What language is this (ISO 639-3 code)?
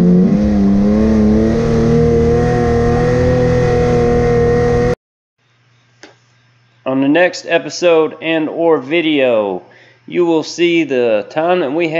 eng